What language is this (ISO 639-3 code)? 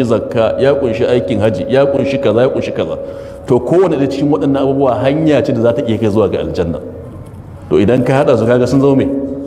hau